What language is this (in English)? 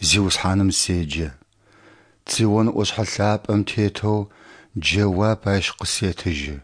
Adyghe